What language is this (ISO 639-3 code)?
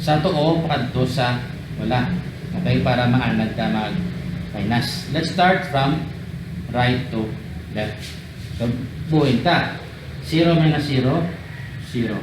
hil